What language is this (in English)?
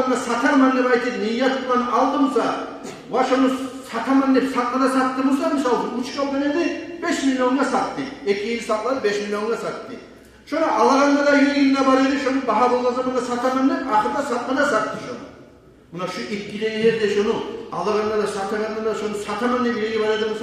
Kumyk